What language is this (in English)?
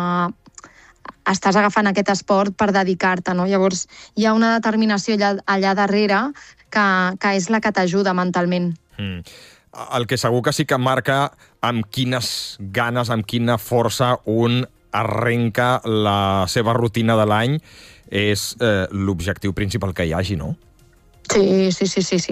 Catalan